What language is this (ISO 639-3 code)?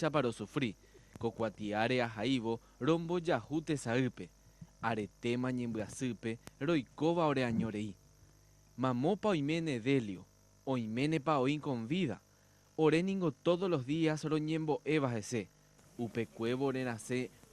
grn